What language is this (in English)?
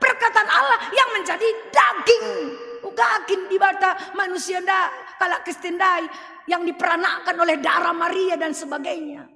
Batak Karo